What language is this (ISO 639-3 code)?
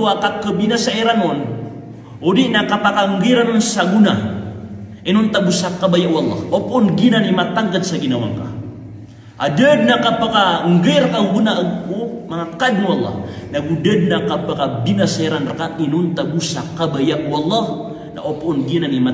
mrw